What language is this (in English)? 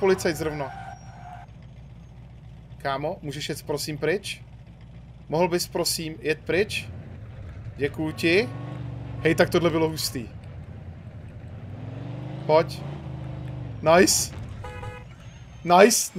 Czech